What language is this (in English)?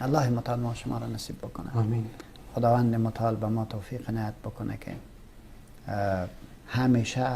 Persian